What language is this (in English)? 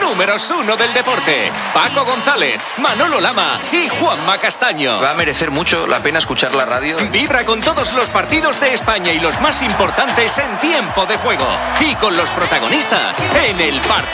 Spanish